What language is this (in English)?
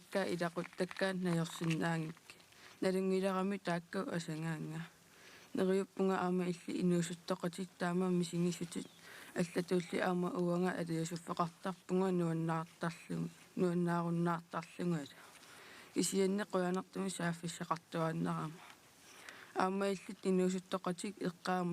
Kalaallisut